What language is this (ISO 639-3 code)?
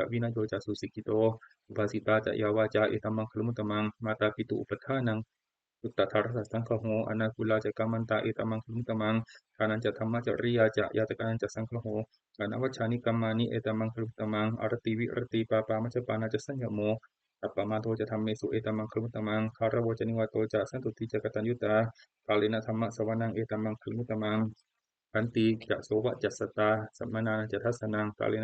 pli